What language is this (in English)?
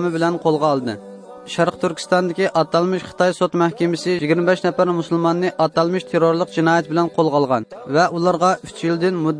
Uyghur